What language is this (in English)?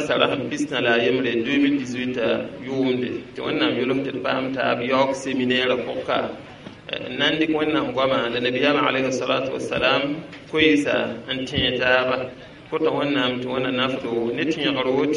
Mossi